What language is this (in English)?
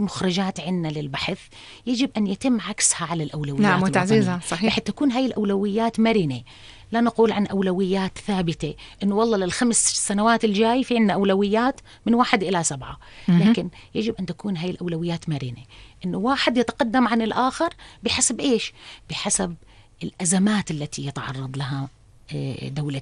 North Levantine Arabic